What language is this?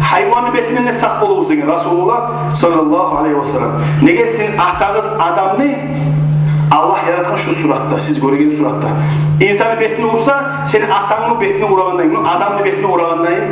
Kumyk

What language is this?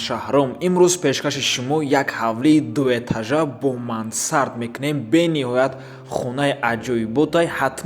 Tajik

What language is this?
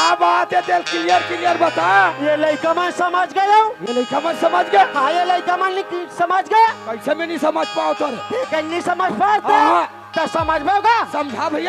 Chhattisgarhi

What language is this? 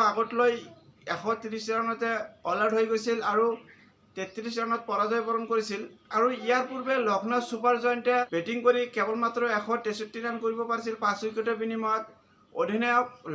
Assamese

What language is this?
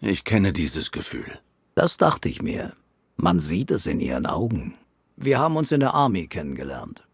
Swiss German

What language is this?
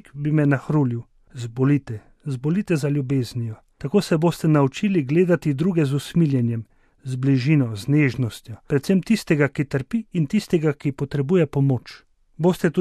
Slovenian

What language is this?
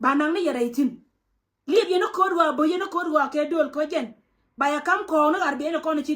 Nuer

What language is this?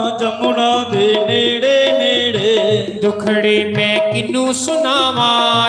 Dogri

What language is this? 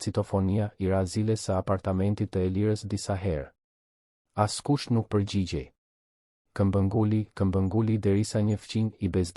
Albanian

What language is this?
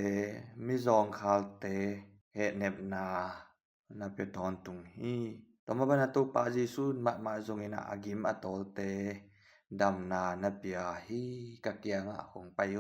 Tedim Chin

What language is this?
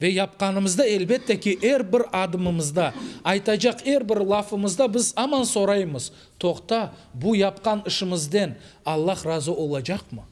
Crimean Tatar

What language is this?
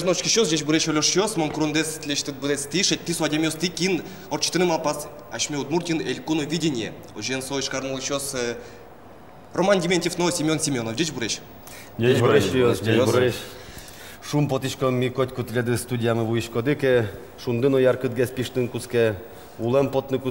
Udmurt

